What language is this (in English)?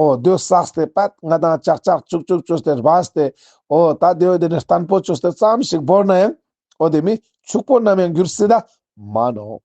Ladakhi